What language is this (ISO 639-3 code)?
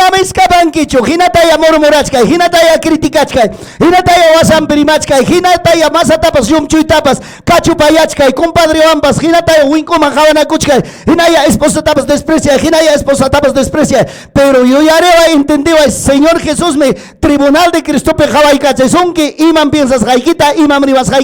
quy